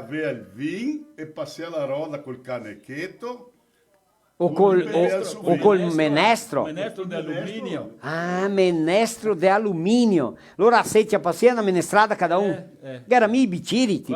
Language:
Venetian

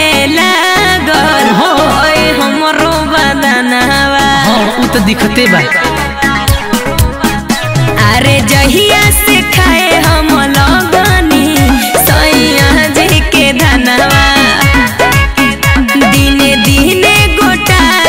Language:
Bhojpuri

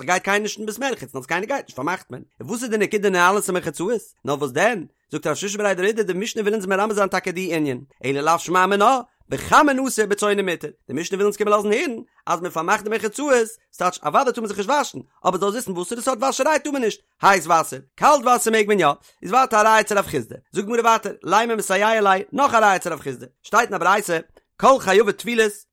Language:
Yiddish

